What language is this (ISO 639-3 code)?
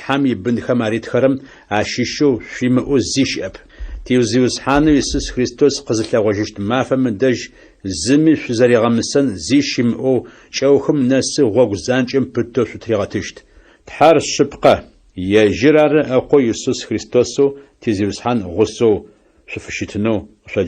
ady